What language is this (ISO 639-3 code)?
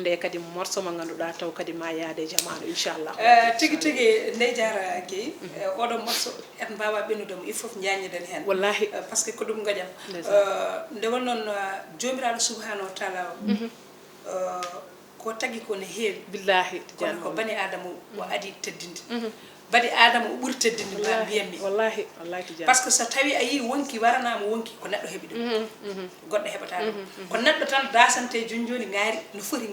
ful